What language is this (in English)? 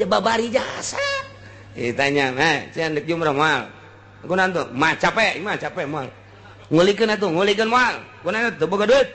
Sundanese